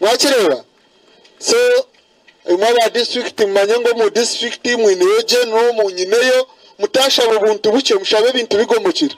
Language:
Nyankole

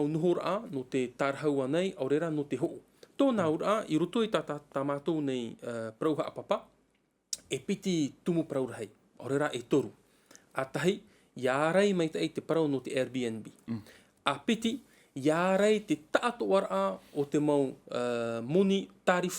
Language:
Tahitian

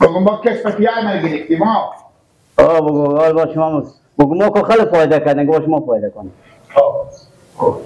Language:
Persian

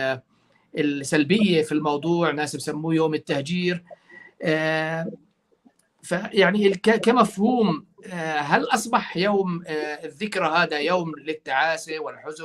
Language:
North Levantine Arabic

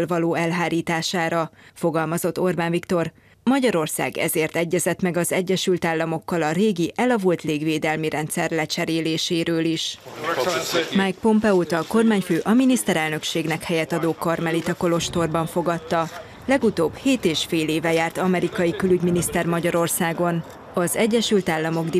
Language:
Hungarian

